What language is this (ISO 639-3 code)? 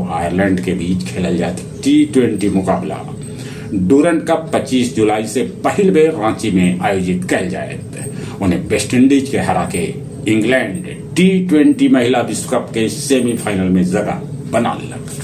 mag